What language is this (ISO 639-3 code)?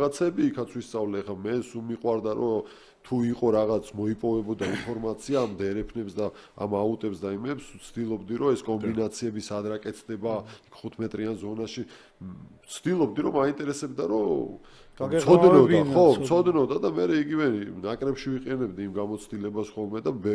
kat